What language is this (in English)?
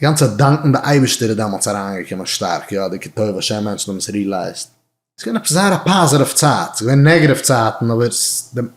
Yiddish